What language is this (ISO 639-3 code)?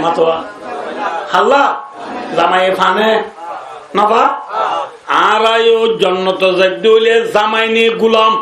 rhg